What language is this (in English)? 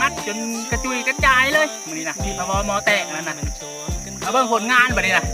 Lao